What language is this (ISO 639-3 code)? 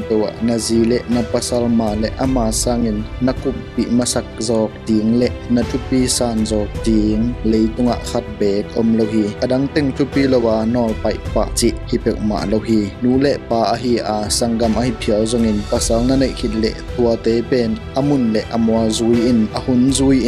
ctd